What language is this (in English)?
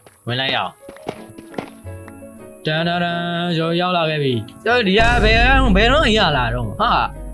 Burmese